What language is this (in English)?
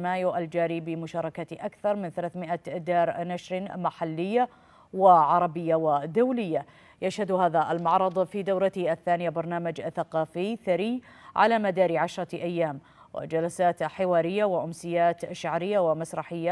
Arabic